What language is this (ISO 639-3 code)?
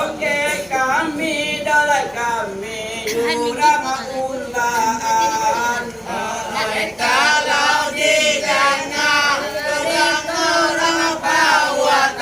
min